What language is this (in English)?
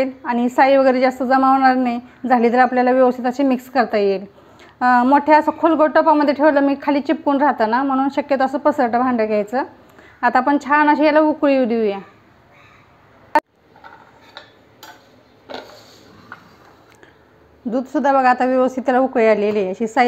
Marathi